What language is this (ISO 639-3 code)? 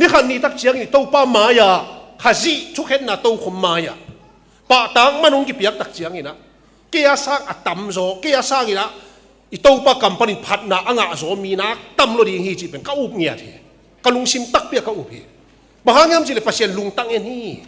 ctd